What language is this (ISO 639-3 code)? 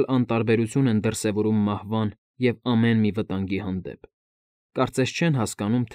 hye